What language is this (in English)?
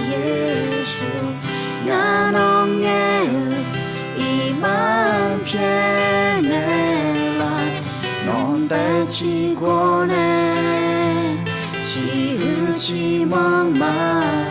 Akha